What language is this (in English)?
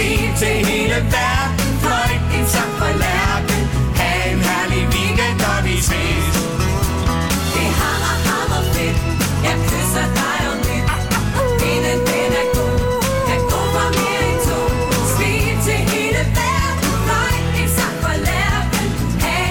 Danish